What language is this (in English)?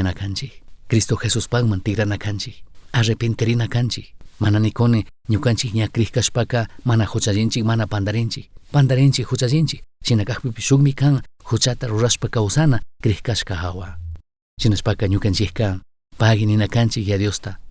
Chimborazo Highland Quichua